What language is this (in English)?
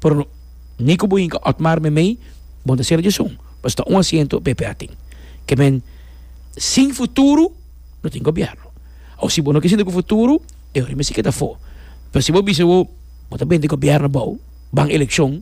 Papiamento